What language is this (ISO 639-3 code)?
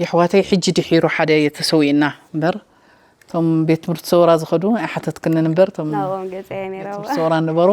tir